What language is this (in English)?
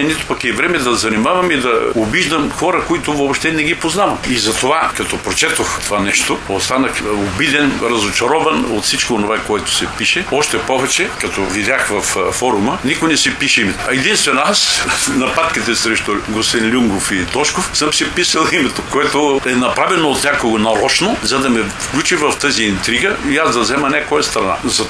Bulgarian